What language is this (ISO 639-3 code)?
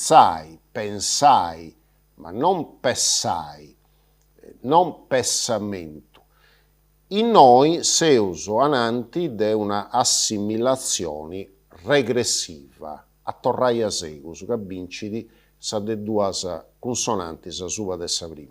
srd